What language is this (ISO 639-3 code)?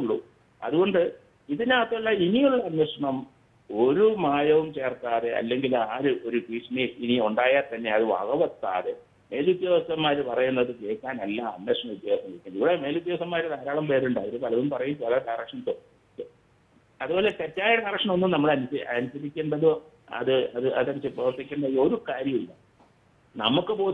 mal